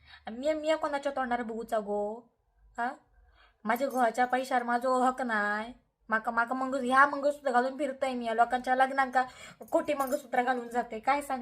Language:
Konkani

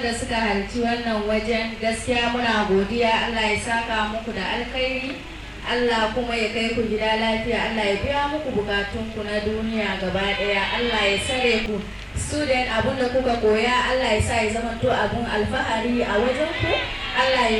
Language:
Hausa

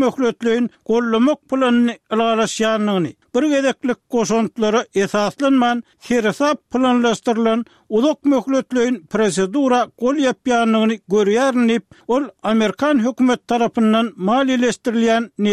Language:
Turkmen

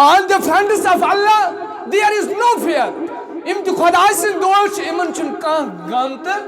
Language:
Kashmiri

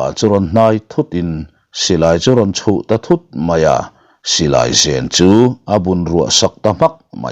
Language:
Mizo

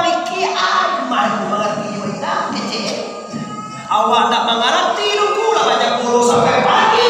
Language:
Minangkabau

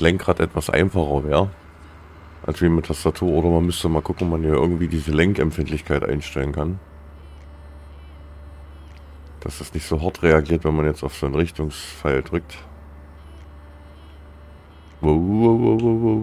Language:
German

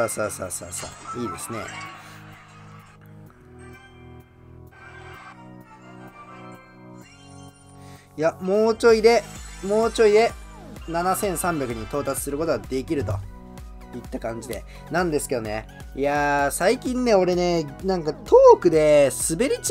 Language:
Japanese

